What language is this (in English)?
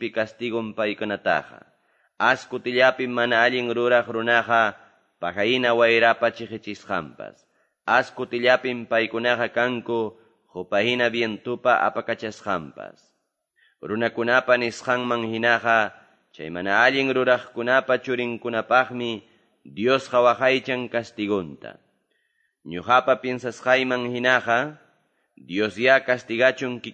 Quechua